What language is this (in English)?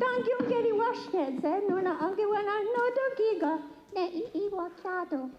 Mohawk